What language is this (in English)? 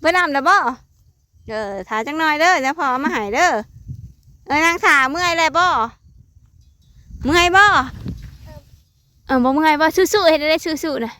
Northeastern Thai